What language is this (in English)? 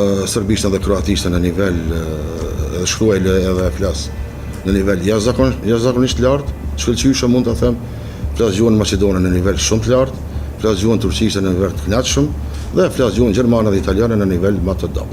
Albanian